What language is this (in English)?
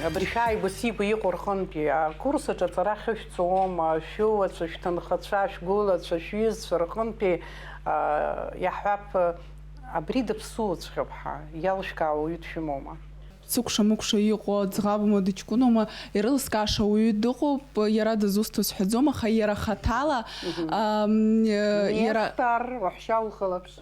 Abkhazian